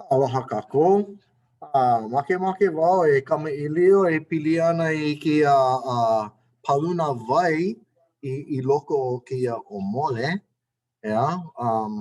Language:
Hawaiian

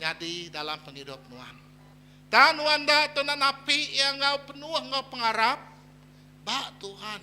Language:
Iban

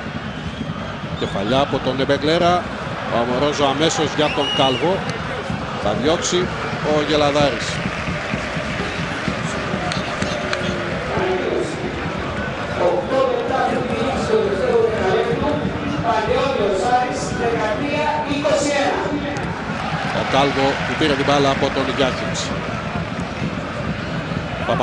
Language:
Greek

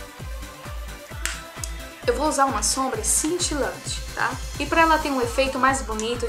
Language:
Portuguese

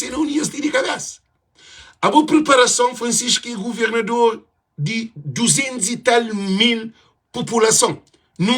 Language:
Kabuverdianu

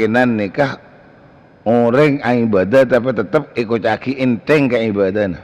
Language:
Madurese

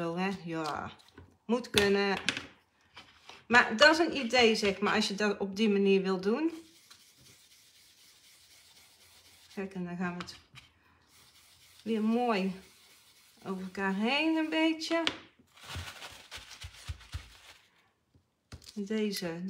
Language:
Dutch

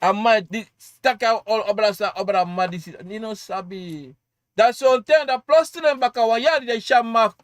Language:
Sranan Tongo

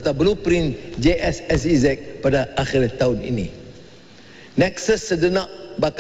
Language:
Malay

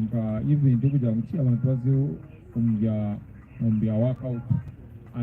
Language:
Nyankole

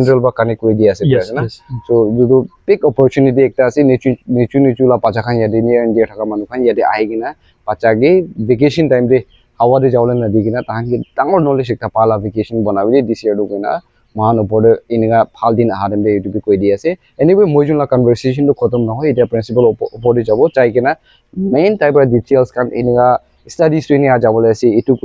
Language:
Naga Pidgin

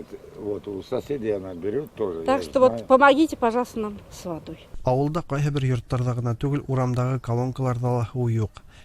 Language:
Tatar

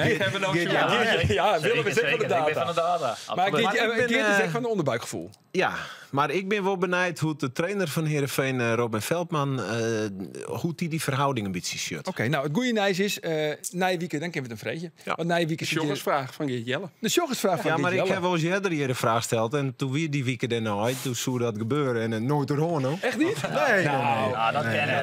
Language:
Western Frisian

